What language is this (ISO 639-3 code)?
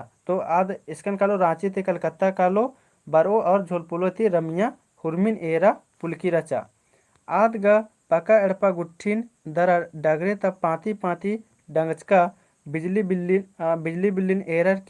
kru